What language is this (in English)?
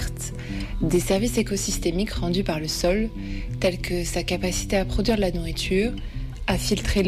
French